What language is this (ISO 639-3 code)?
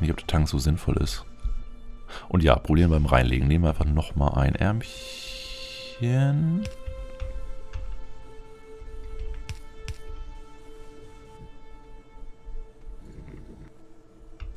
deu